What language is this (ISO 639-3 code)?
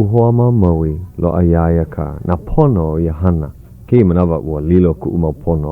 haw